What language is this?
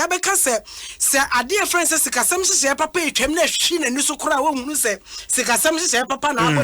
Akan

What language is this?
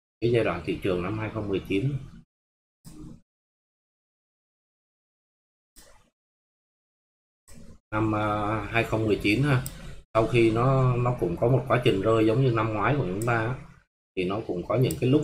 Vietnamese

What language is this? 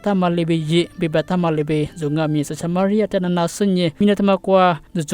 Lisu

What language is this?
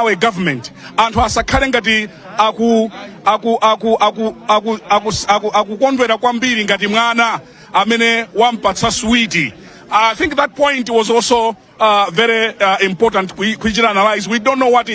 Nyanja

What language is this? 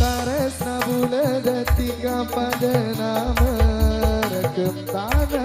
Madurese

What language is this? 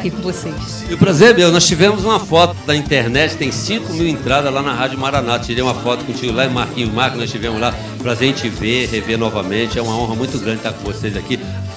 Portuguese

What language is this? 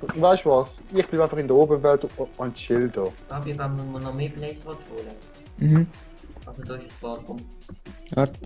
Swiss German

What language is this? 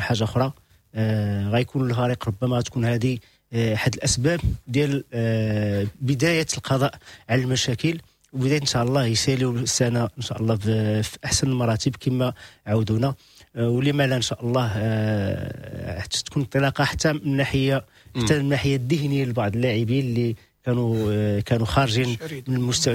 Moroccan Arabic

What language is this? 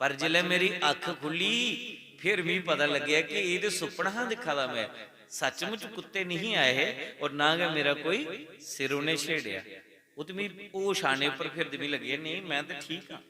Dogri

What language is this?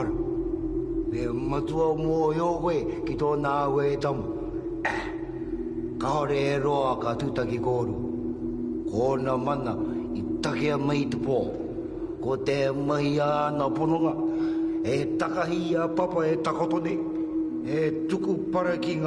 Māori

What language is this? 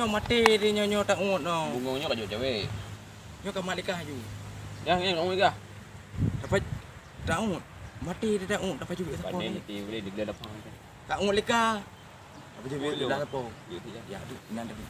Achinese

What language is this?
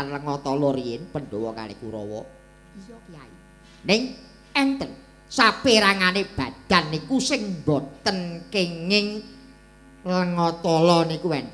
Javanese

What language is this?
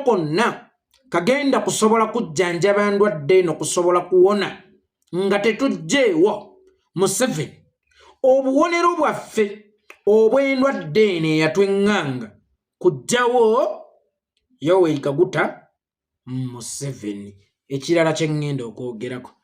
Ganda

